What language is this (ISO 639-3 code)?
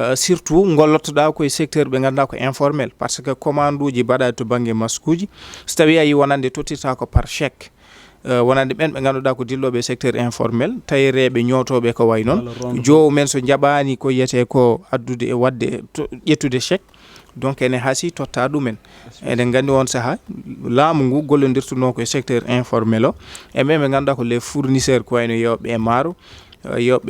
ful